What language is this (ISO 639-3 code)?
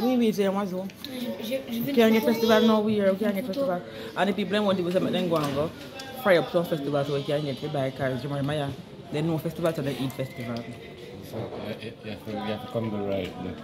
jam